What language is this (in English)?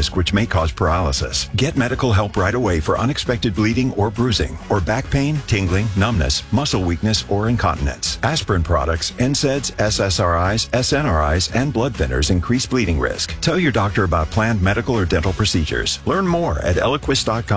English